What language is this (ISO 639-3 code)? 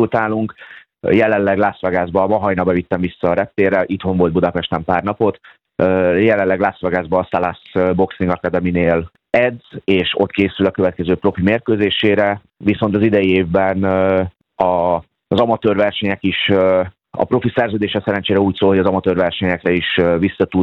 hun